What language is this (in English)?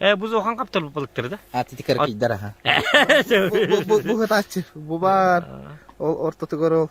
Yakut